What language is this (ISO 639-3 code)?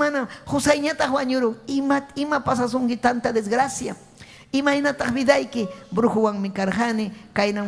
quy